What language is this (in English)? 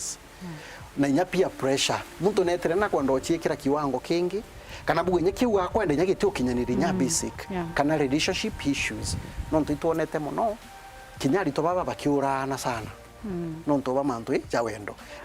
Meru